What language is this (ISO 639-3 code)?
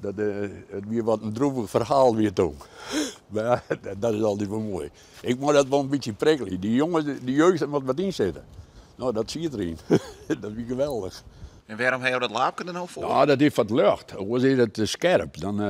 fry